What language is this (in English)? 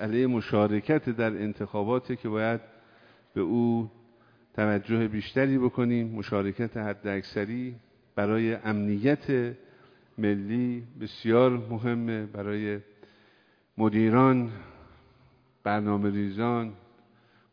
Persian